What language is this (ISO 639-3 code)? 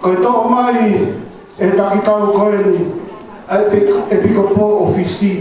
ton